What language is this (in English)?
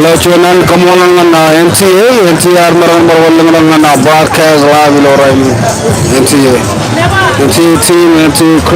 Marshallese